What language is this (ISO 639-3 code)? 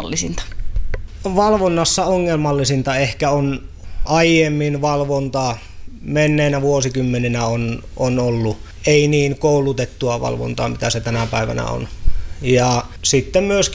fin